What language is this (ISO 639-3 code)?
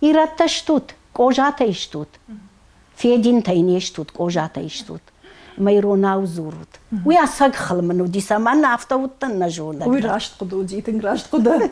oss